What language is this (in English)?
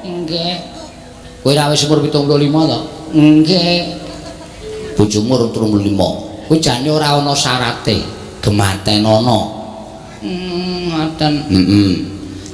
Javanese